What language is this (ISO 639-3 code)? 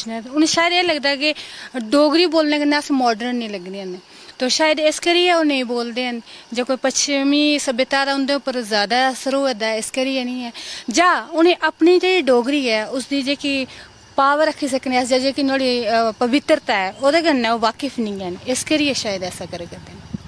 doi